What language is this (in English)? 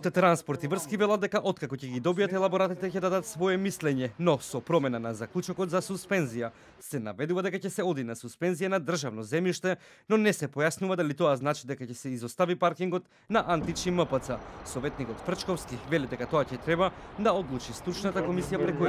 Macedonian